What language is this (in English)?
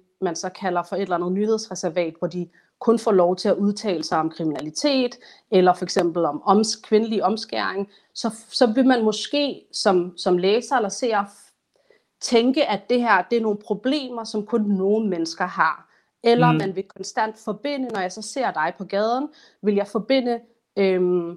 Danish